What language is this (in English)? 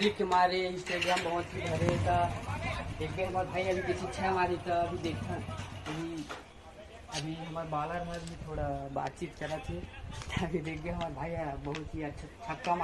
Chhattisgarhi